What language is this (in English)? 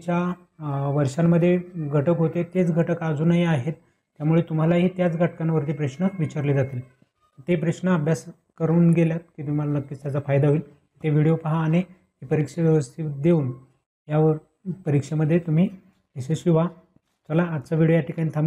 Marathi